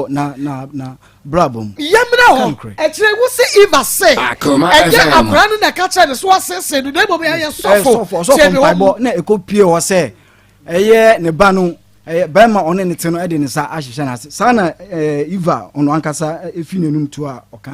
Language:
Akan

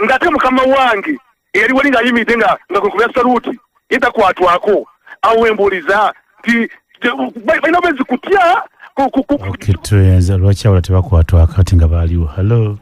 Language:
Ganda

